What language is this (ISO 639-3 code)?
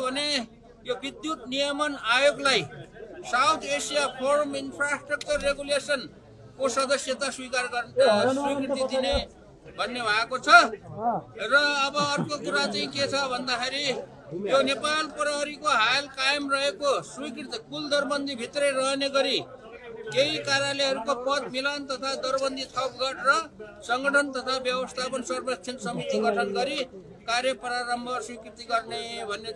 nep